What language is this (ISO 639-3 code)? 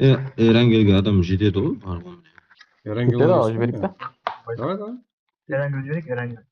kaa